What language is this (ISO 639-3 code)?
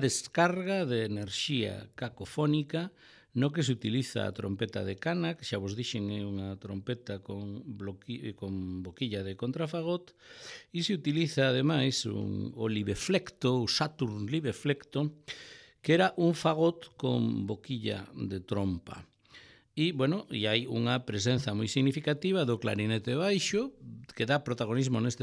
glg